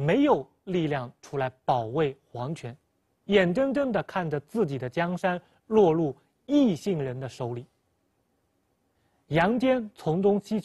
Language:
Chinese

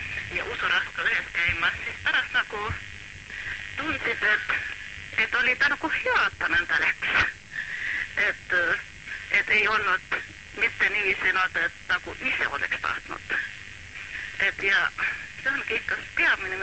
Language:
Estonian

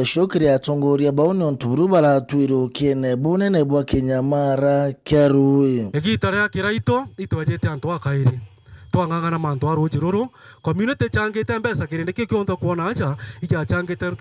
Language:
Meru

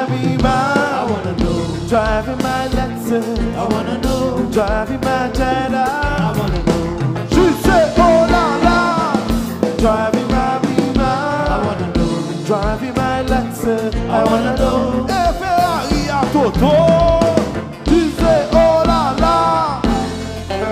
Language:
French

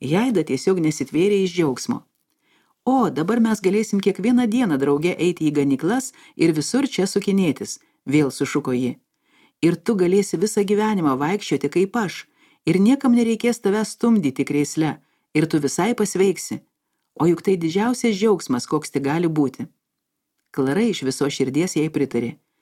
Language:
Lithuanian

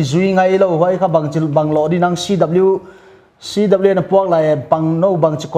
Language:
Paite Chin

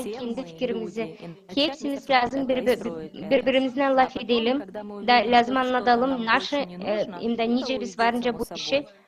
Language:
Gagauz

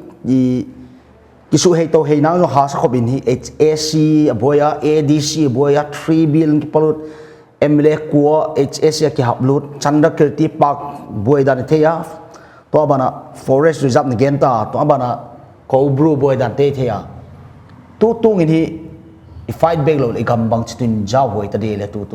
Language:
Paite Chin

